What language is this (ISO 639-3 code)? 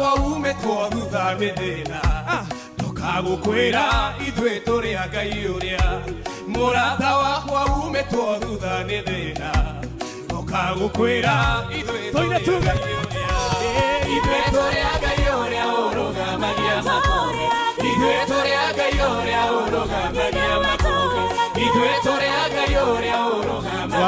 kik